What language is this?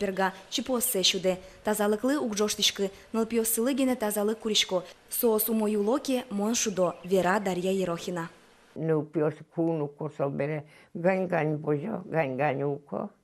Udmurt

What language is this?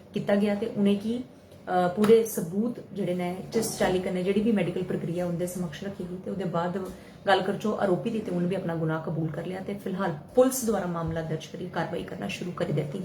Dogri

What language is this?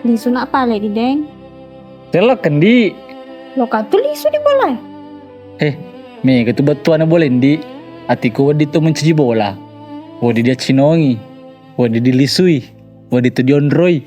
Buginese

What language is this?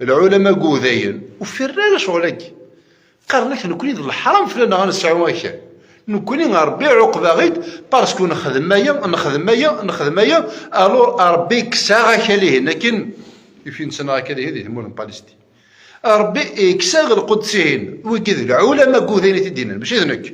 Kabyle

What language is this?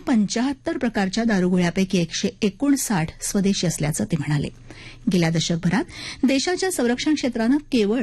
Marathi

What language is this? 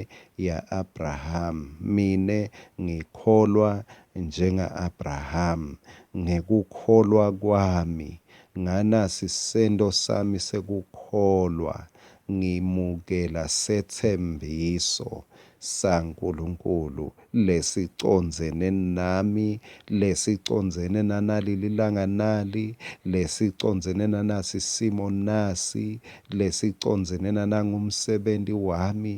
Swati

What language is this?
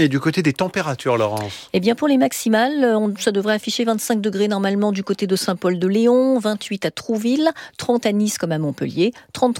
French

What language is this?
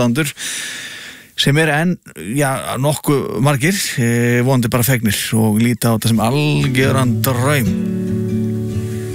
Icelandic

